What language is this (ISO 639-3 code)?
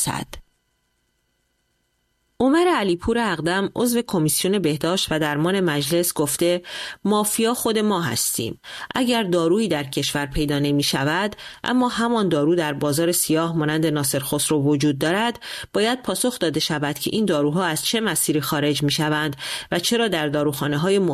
fas